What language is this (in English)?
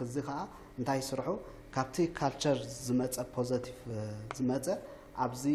Tigrinya